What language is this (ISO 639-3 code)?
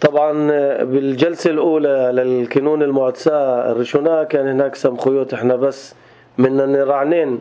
apc